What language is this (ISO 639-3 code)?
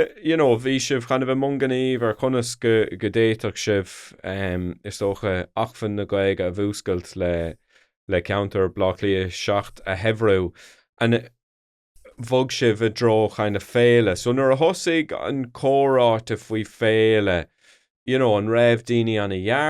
gle